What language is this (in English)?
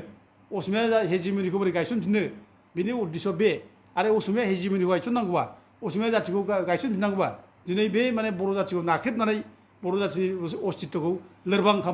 Bodo